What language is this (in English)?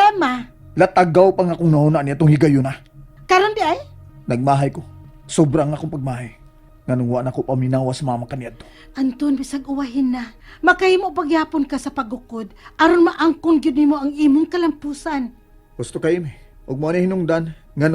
Cebuano